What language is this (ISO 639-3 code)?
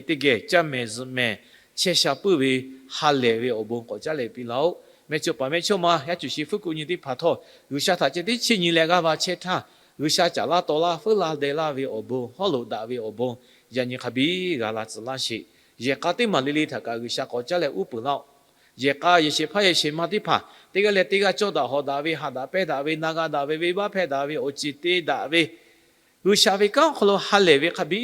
lhu